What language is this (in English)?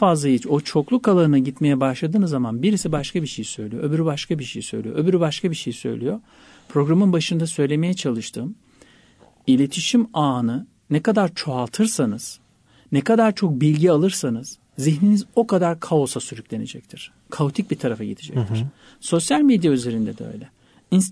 Turkish